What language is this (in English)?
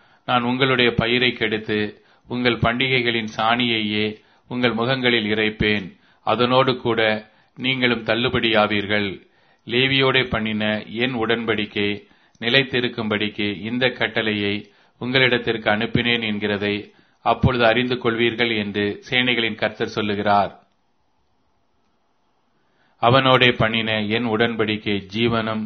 Tamil